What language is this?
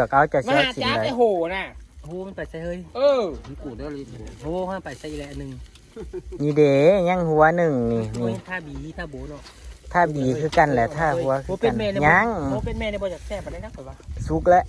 Northeastern Thai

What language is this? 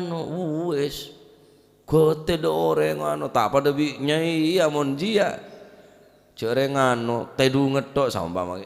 Madurese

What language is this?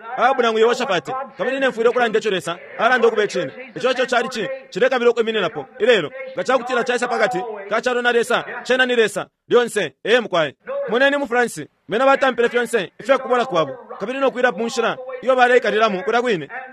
Bemba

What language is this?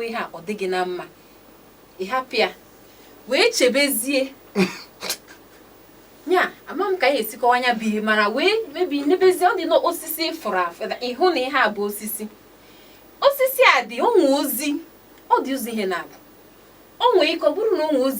Igbo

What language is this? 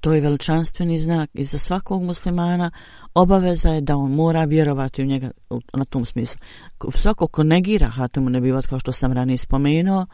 Bosnian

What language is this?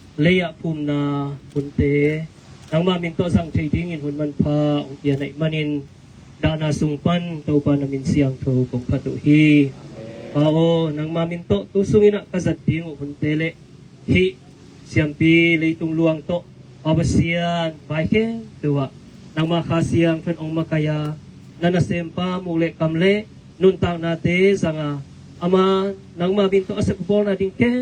Tedim Chin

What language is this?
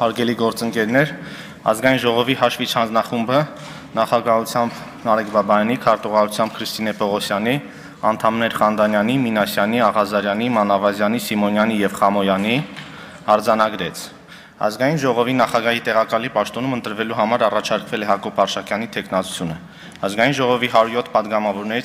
Armenian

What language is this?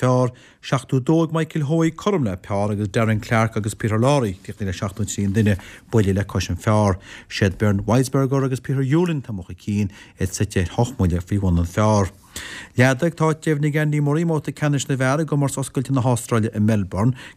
Irish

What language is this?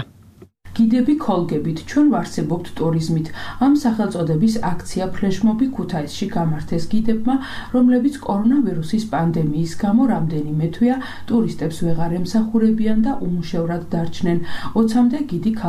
Georgian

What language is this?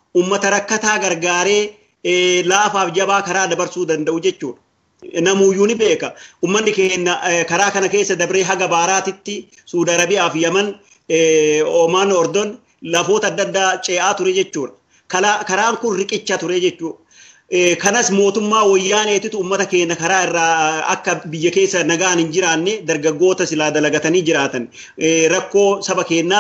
Oromo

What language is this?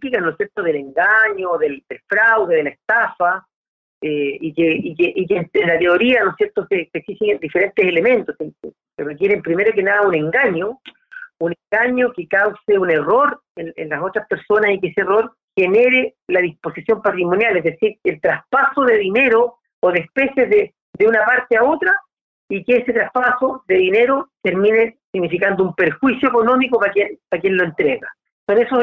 Spanish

